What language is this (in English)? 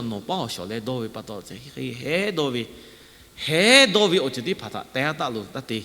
Lahu